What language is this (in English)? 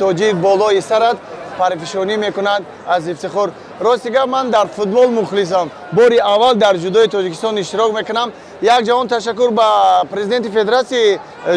Tajik